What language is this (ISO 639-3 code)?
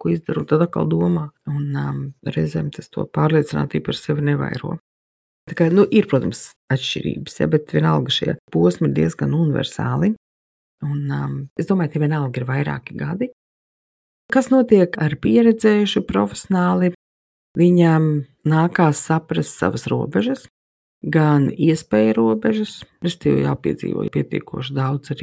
lav